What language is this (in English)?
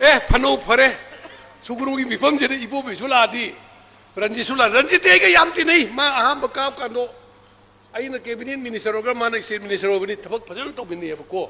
Manipuri